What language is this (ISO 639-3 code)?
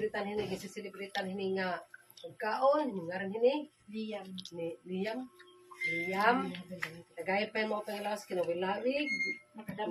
war